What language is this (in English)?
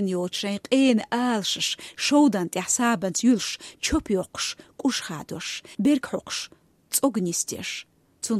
Chechen